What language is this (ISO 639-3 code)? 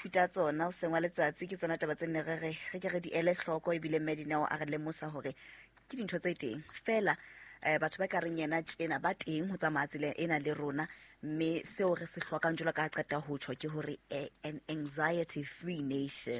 sot